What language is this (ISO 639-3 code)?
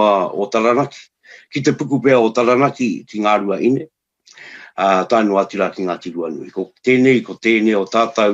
mri